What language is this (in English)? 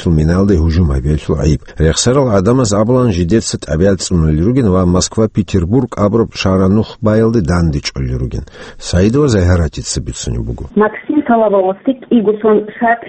Avaric